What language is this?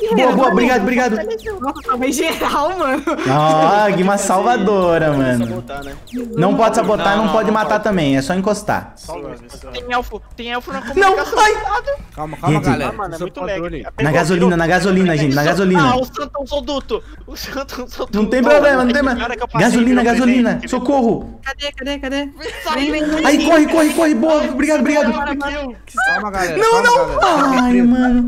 Portuguese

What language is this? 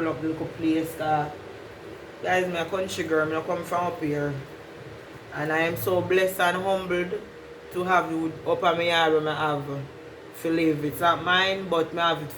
Jamaican Creole English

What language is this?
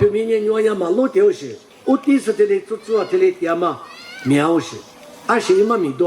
Lisu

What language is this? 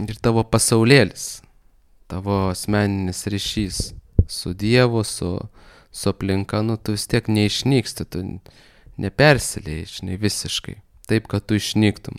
Lithuanian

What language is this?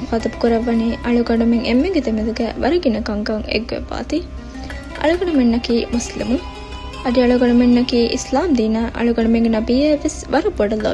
Divehi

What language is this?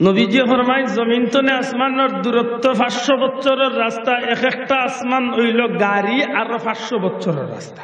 Sylheti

